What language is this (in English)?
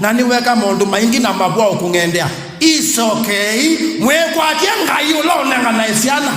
Kamba